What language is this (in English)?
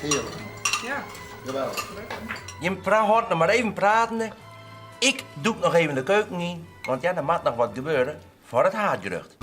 Western Frisian